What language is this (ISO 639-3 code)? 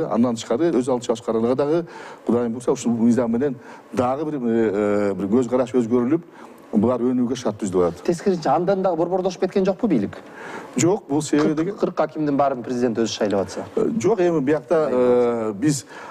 kir